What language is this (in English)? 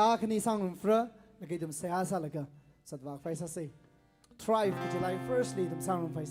Tangkhul Naga (India)